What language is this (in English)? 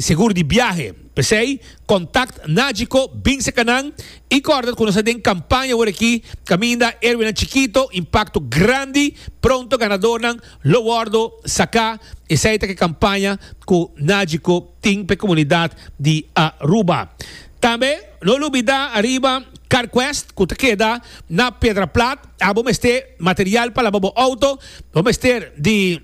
Papiamento